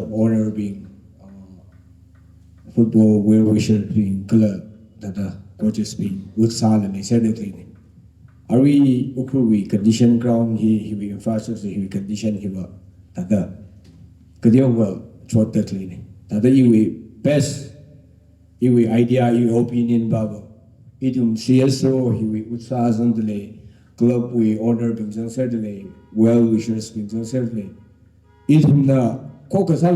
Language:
Tangkhul Naga (India)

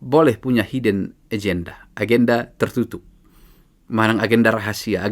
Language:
Batak Toba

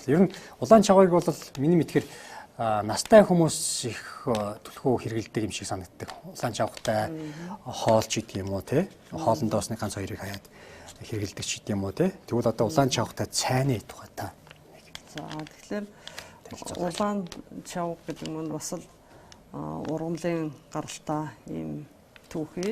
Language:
Mongolian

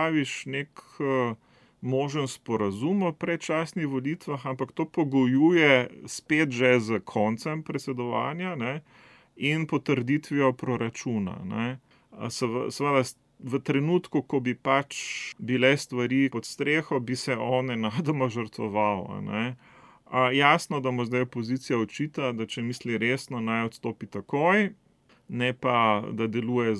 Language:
Slovenian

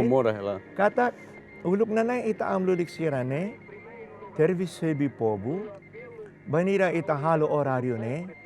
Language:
Tetum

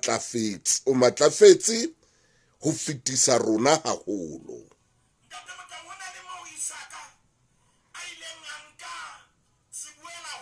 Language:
Southern Sotho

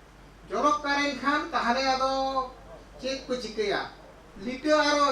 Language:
Santali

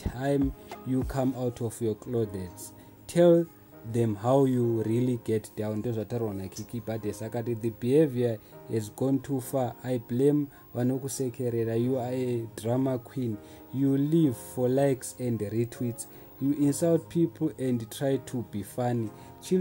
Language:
Shona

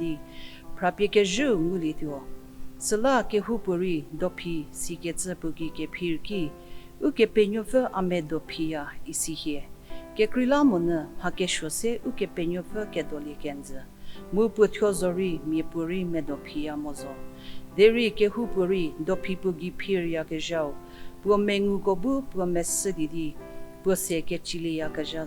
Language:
Angami Naga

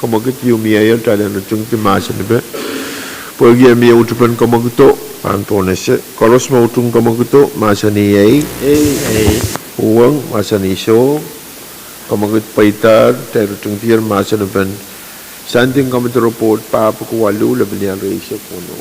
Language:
Pohnpeian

